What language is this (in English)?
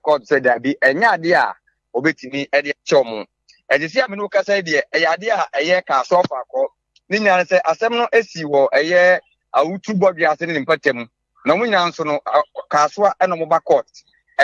Akan